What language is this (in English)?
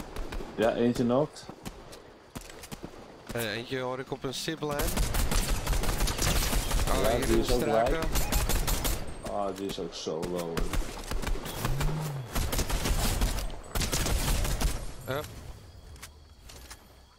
Dutch